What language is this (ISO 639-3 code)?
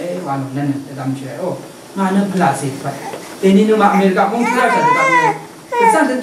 raw